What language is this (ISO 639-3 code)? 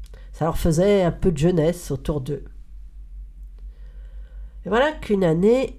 fra